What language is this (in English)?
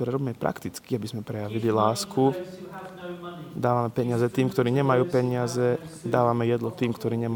Slovak